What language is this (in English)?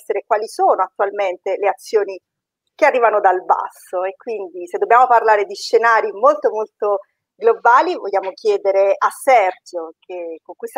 Italian